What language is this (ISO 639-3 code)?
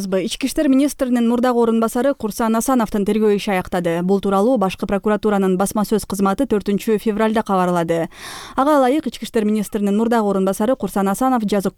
kir